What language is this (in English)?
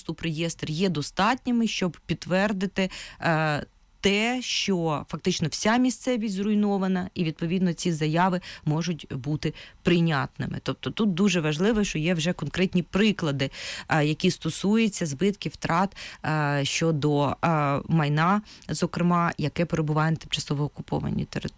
Ukrainian